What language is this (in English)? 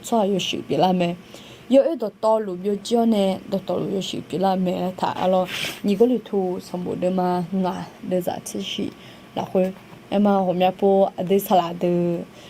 Akha